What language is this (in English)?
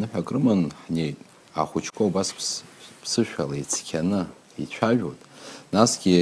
Abkhazian